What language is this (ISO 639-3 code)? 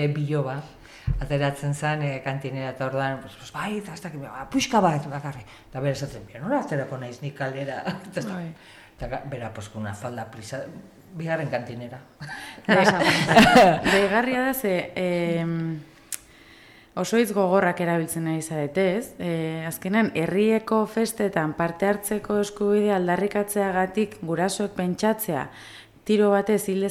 eus